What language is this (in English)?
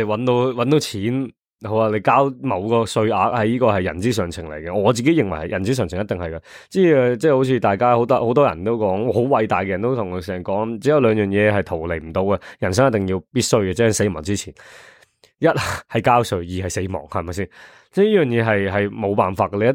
Cantonese